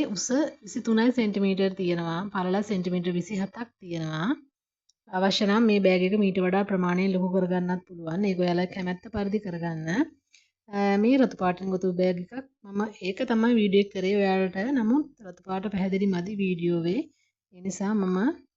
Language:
Sinhala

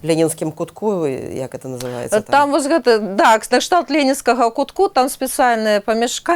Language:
Belarusian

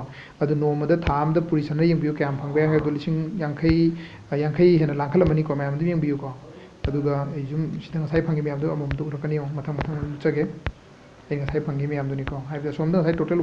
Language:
Manipuri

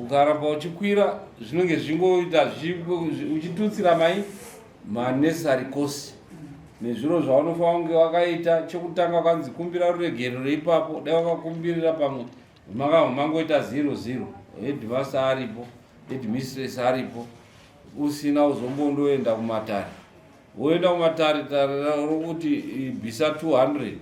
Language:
Shona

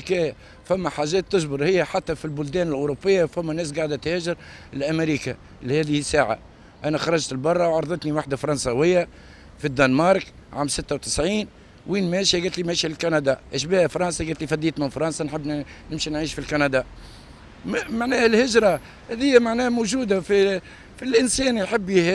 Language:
Tunisian Arabic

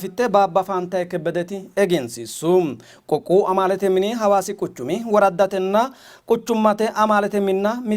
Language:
Sidamo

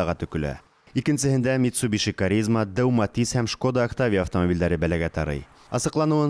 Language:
Bashkir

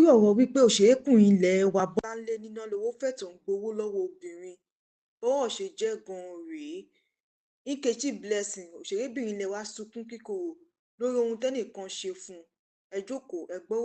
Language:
Yoruba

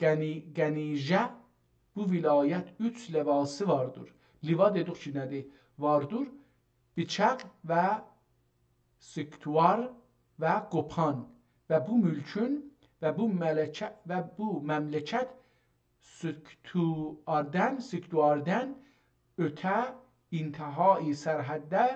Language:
South Azerbaijani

